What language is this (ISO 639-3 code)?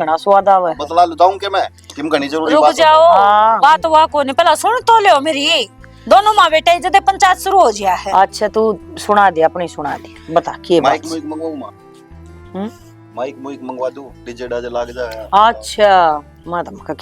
bgc